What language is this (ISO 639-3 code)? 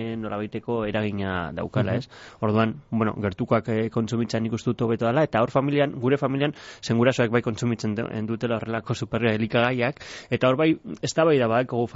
eus